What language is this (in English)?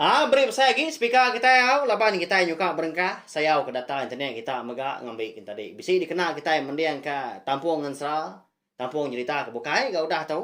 Iban